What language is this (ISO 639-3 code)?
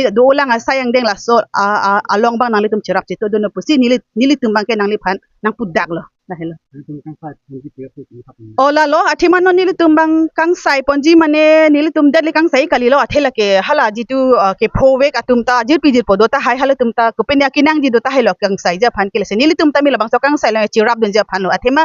mjw